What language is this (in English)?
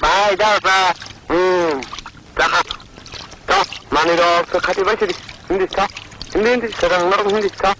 Kok Borok